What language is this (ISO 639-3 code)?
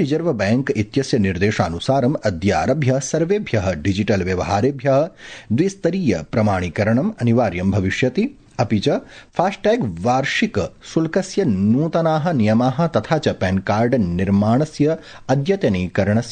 san